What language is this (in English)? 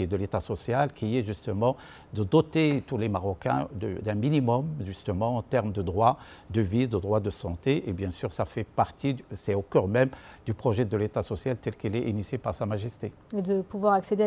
French